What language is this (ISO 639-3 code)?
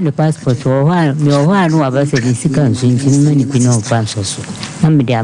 aka